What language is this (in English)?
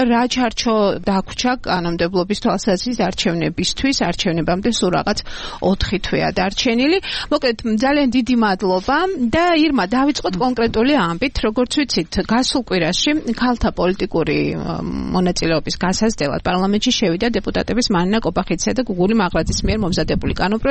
Georgian